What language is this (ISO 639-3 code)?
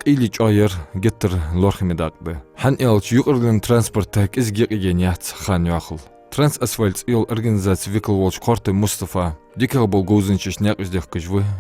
inh